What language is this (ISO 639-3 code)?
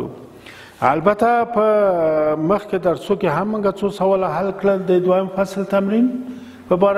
pus